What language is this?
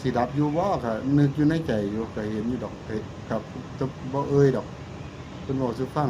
Northeastern Thai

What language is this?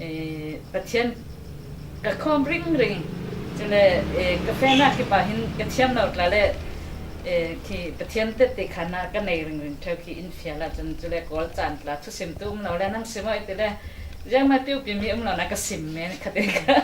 Falam Chin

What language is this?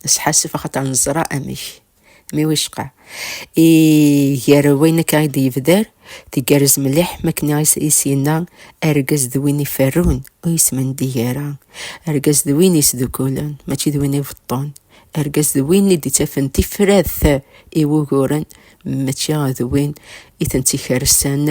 Kabyle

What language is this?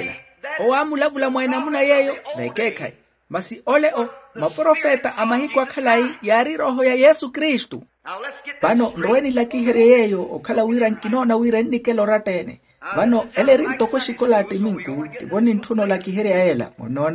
Makhuwa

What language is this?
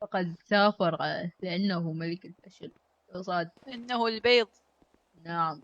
Mesopotamian Arabic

